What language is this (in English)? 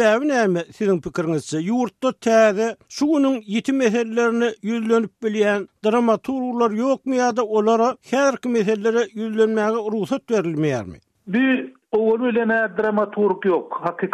Turkmen